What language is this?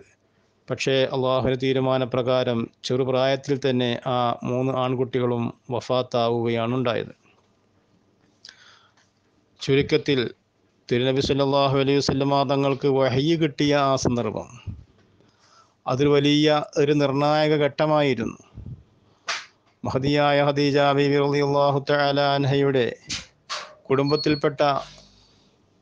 Malayalam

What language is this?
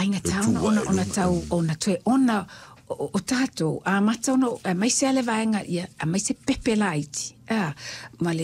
Samoan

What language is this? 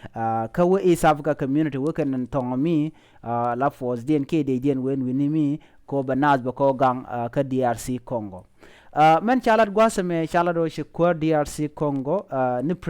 Nuer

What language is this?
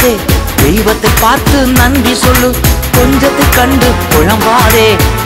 Tamil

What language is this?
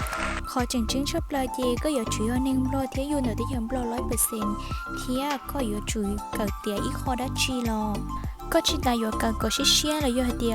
Hmong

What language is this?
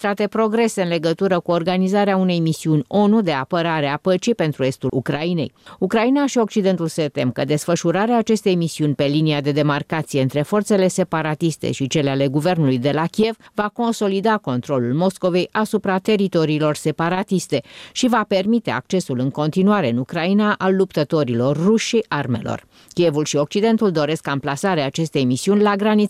Romanian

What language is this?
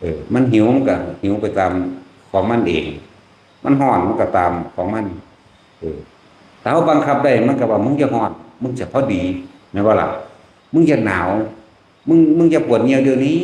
Northeastern Thai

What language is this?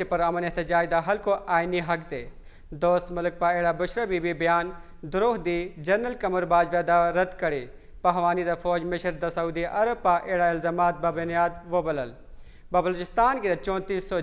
Pashto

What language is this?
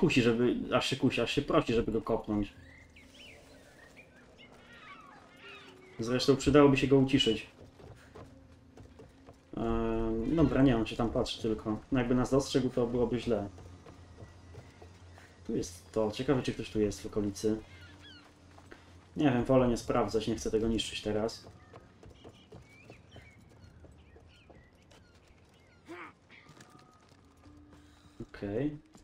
Polish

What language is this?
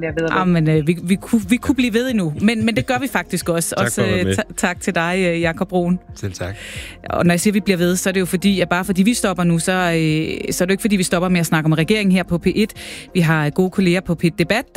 Danish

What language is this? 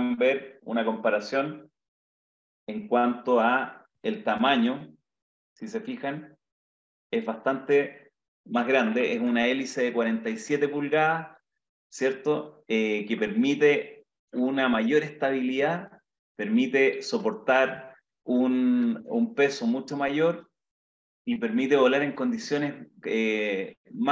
Spanish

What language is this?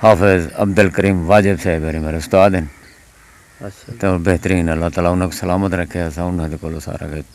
Saraiki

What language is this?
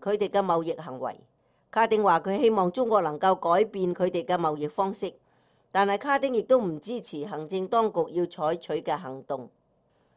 Cantonese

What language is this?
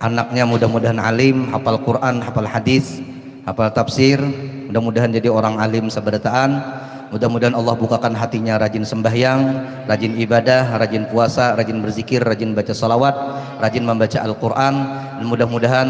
Banjar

